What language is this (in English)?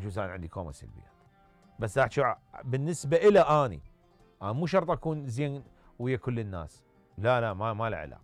Mesopotamian Arabic